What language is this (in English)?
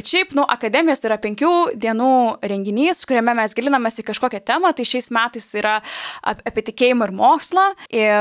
Lithuanian